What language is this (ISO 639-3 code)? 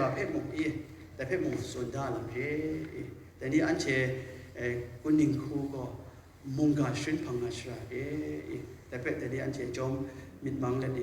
kac